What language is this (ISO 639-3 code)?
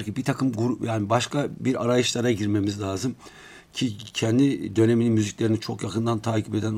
tur